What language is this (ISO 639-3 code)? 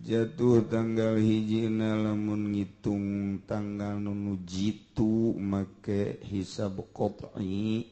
sun